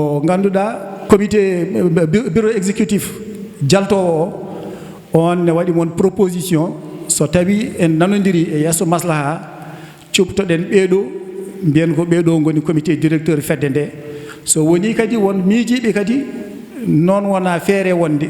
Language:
Fula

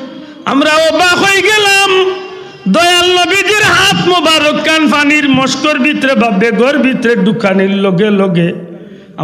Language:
Sylheti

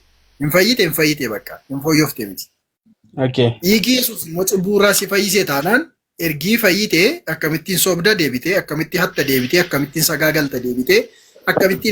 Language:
Oromo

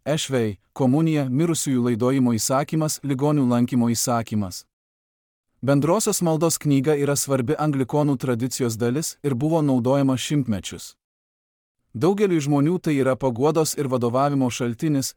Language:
Lithuanian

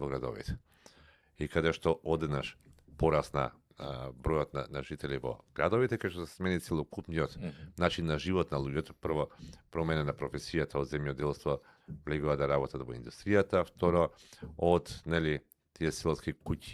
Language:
Macedonian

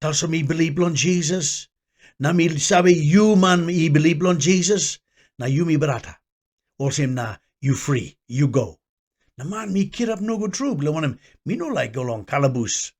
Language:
Tok Pisin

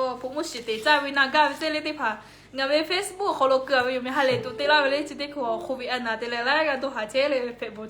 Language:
Lahu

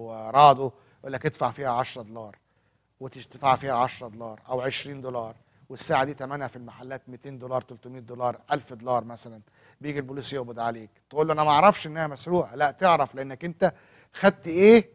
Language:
Egyptian Arabic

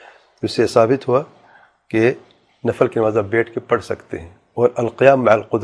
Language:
Urdu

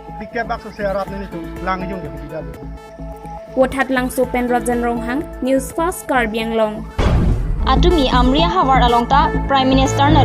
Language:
Karbi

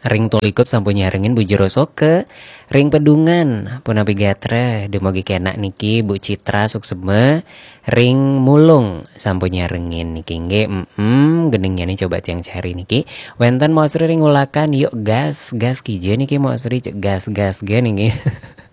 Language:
Balinese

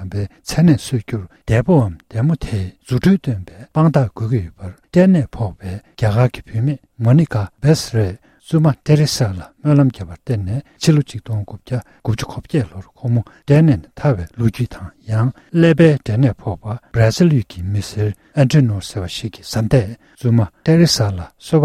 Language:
Tibetan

